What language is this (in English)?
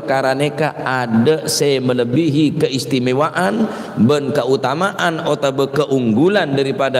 Madurese